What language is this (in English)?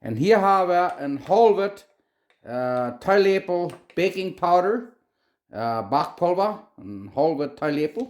Plautdietsch